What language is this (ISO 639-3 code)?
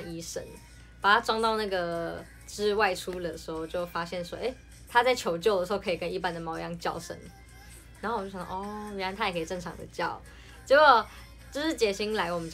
zho